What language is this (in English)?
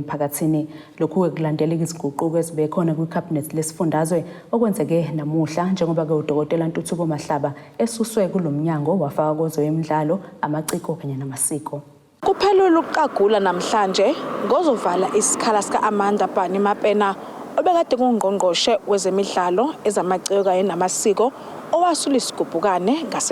Zulu